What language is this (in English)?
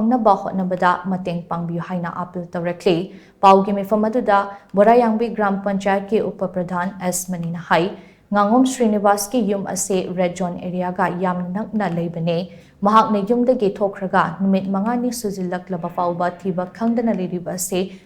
Manipuri